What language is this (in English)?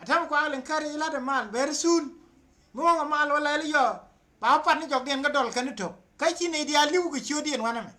Nuer